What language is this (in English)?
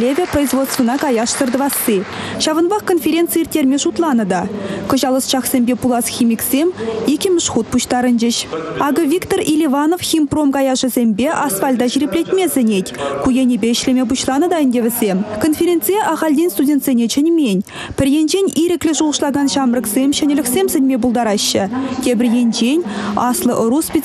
Chuvash